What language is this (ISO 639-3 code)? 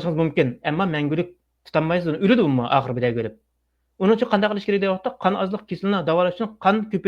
uig